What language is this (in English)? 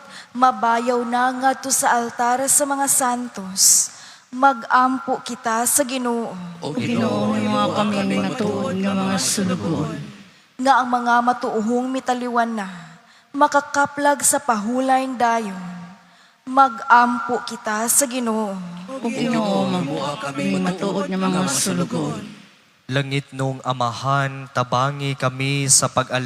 Cebuano